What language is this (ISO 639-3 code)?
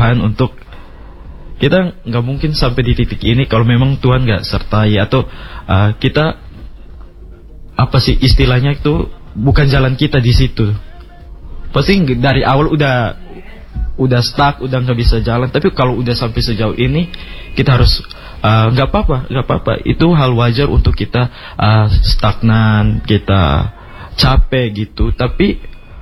ind